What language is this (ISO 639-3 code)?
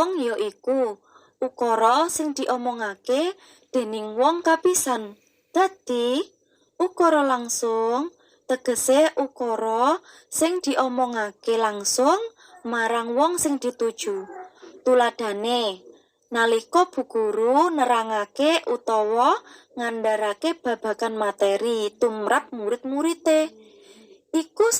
jav